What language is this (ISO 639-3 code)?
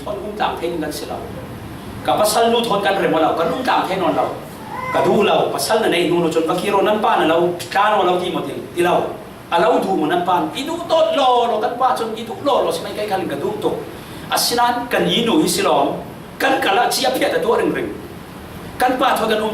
cfm